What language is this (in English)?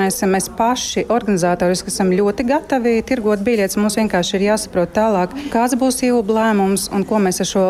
Latvian